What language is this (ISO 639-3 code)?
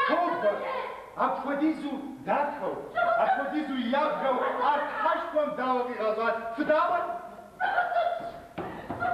kbd